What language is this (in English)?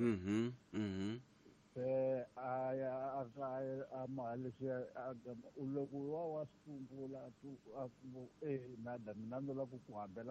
Tsonga